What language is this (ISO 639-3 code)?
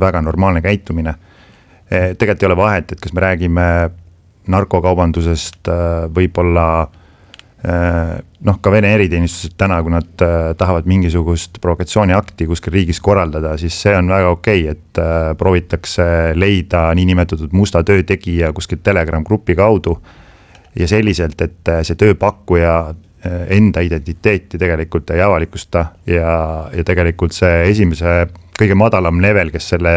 est